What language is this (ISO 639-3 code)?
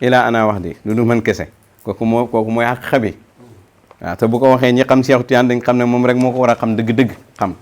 wol